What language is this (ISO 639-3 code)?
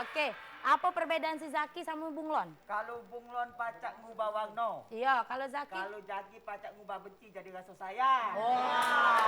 mui